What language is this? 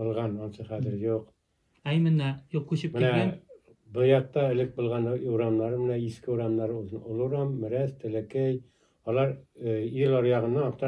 Bashkir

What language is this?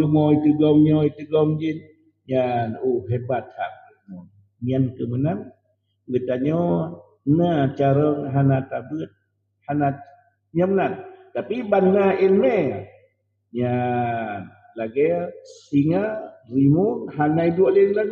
Achinese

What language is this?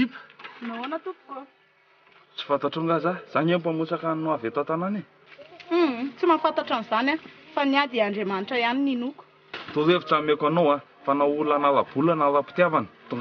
Malagasy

